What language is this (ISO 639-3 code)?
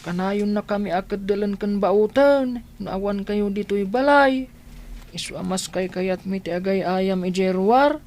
ilo